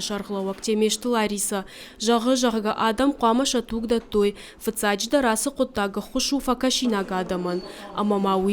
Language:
Ossetic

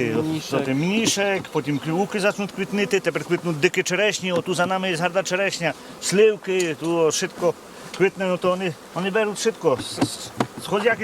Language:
Rusyn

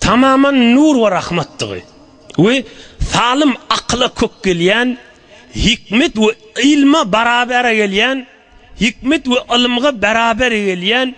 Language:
Turkmen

